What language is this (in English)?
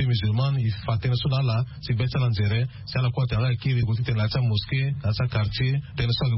Sango